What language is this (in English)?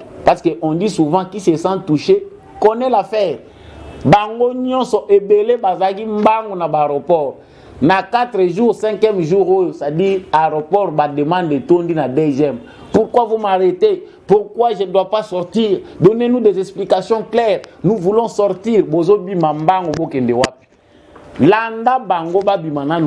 Lingala